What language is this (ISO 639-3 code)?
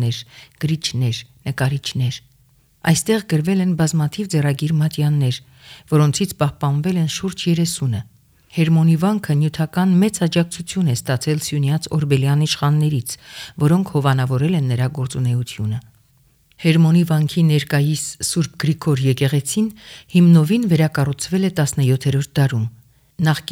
hye